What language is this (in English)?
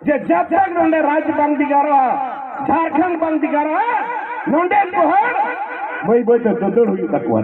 Santali